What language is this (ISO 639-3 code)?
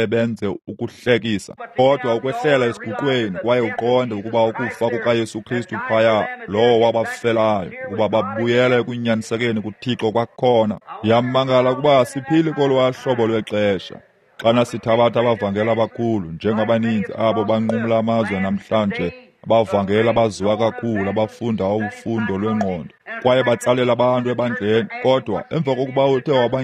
xho